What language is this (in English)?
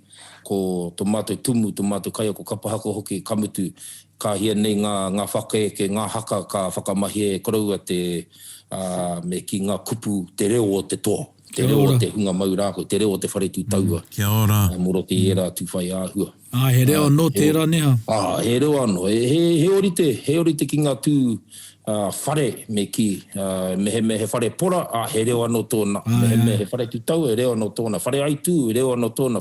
Māori